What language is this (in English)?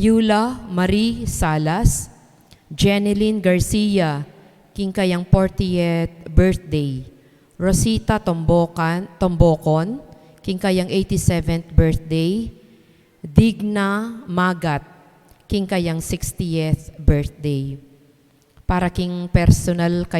Pampanga